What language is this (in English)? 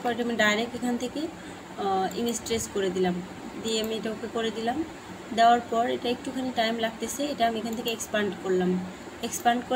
Bangla